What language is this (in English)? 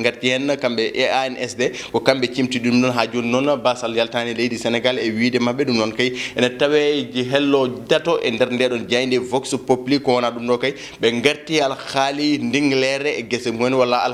Fula